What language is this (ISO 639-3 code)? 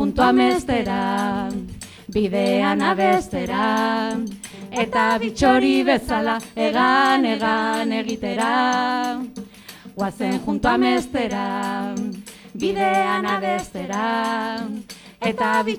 eus